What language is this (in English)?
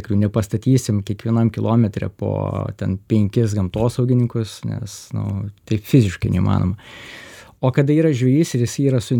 Lithuanian